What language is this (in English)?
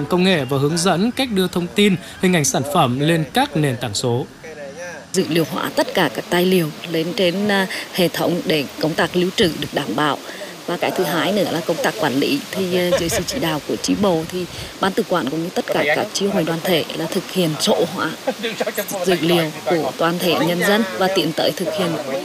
Vietnamese